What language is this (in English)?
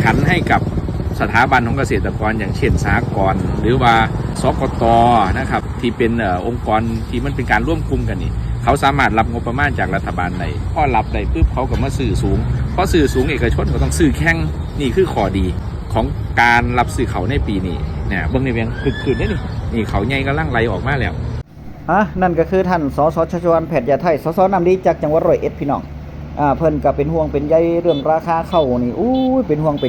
Northeastern Thai